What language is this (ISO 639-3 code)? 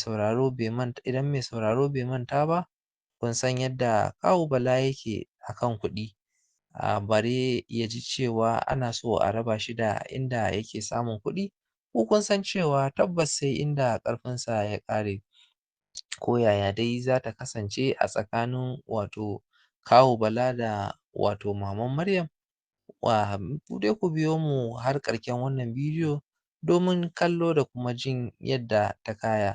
hau